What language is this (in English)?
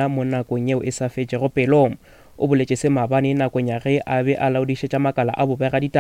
Northern Sotho